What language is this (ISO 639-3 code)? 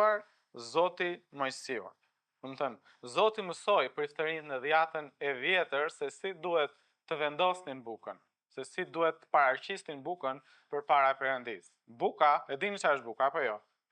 sqi